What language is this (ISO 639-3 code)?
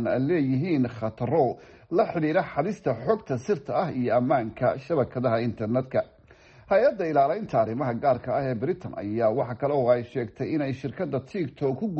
som